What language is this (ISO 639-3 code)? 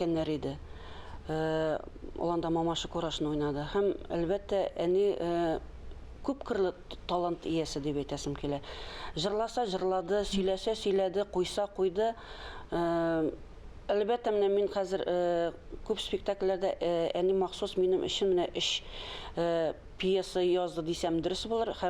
tat